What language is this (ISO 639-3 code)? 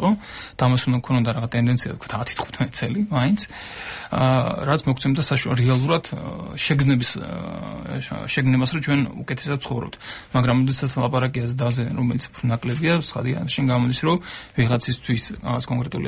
kat